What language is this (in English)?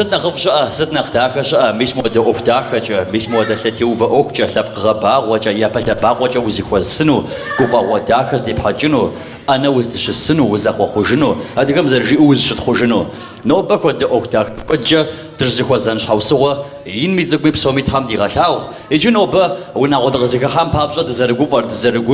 Kabardian